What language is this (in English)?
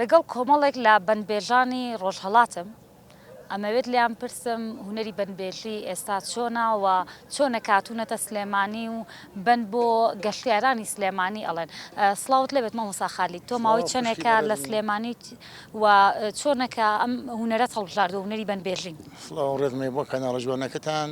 Central Kurdish